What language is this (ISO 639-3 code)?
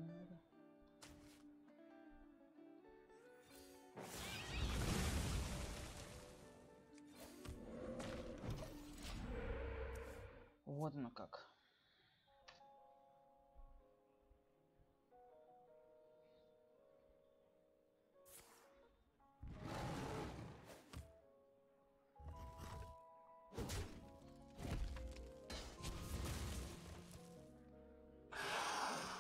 rus